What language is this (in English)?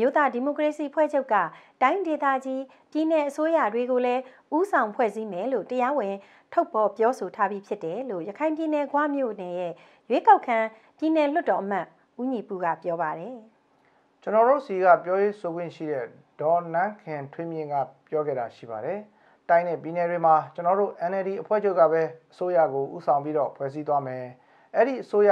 Burmese